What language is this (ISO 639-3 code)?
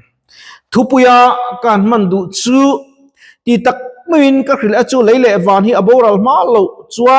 lus